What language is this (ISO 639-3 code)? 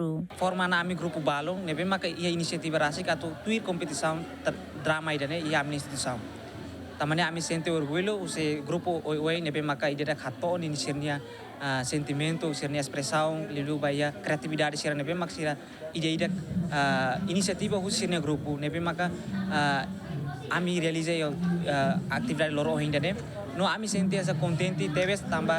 tet